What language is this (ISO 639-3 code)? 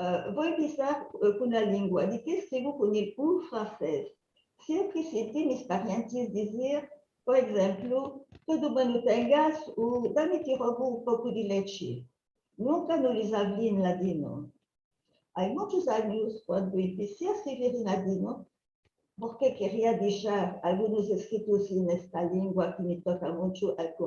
lad